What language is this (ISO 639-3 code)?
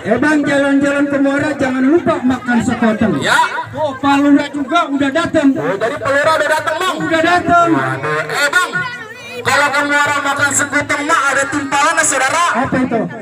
bew